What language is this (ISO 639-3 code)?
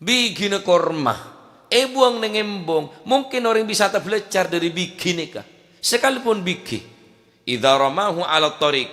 mad